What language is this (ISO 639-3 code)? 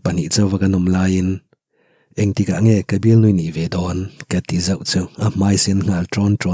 lus